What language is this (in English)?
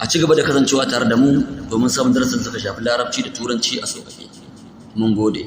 Hausa